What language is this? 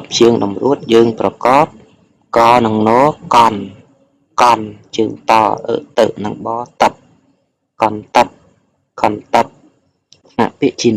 Khmer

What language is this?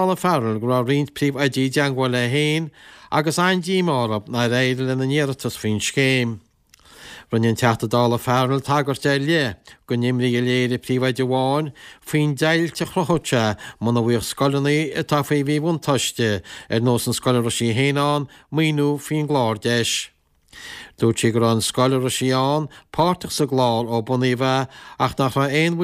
Irish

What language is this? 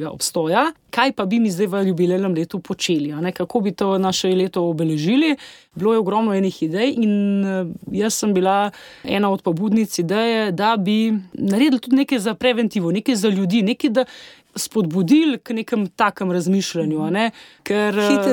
Slovenian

